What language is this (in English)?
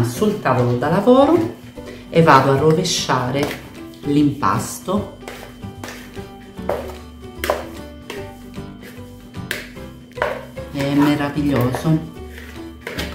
Italian